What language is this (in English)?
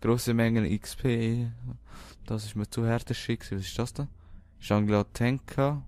Swiss German